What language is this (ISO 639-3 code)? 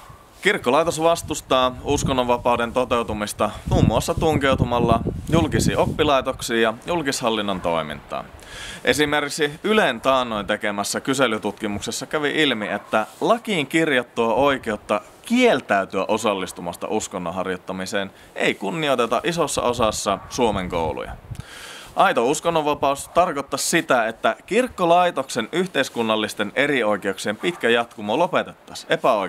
fin